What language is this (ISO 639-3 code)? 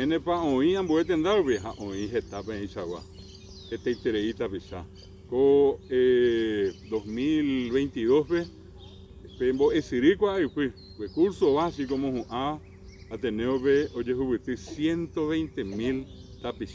grn